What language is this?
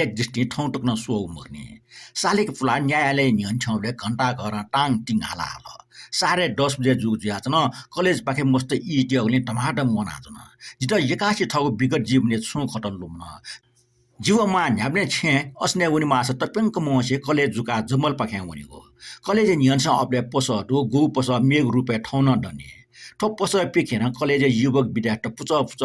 Newari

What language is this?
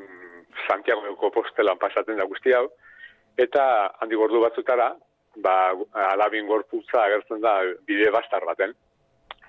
Basque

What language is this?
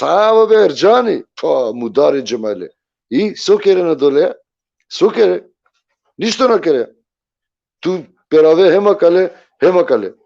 Balkan Romani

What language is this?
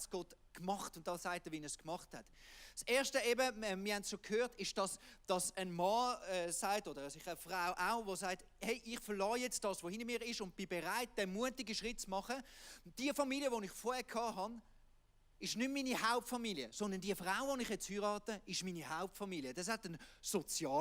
Swiss German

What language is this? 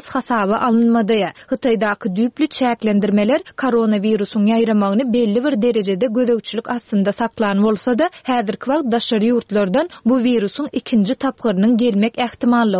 Turkmen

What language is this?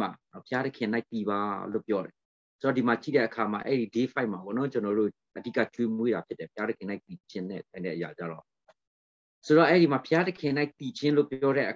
Burmese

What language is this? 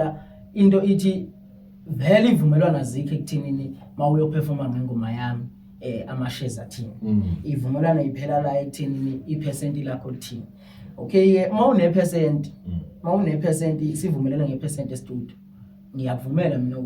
Zulu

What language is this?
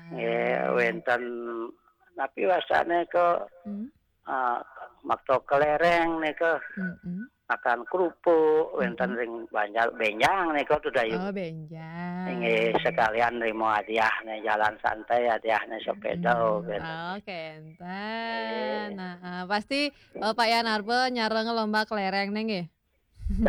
Balinese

